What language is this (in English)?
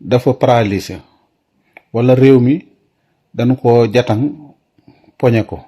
Wolof